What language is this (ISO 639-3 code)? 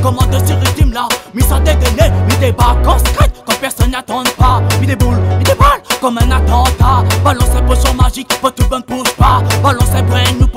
rcf